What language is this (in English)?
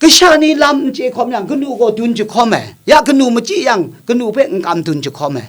Kachin